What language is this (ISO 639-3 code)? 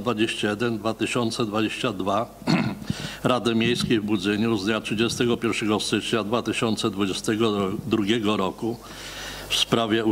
pol